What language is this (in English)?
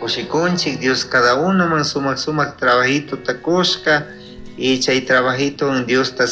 Chimborazo Highland Quichua